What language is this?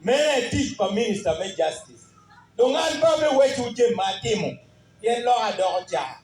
Acoli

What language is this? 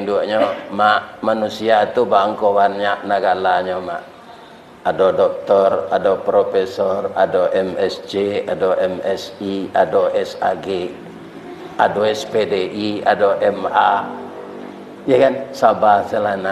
Minangkabau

